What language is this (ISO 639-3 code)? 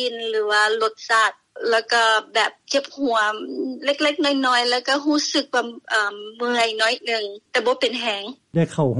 lao